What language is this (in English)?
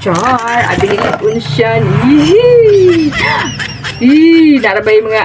Cebuano